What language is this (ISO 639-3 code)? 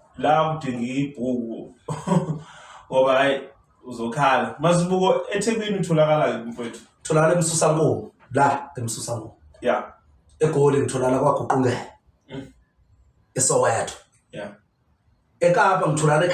zul